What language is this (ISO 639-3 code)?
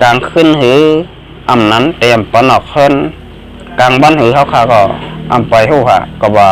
shn